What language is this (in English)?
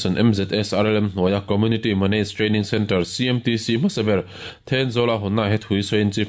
Mizo